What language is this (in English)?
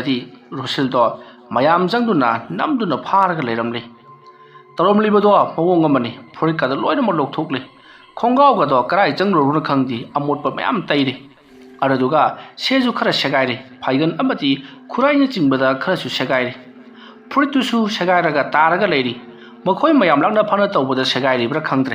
Manipuri